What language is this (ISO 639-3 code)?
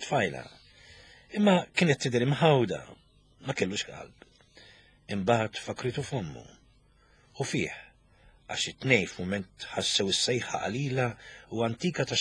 mlt